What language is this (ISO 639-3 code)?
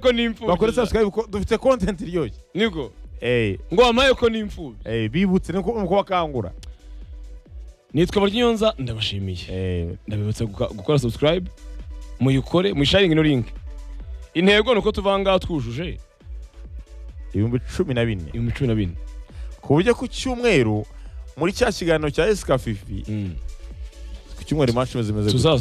kin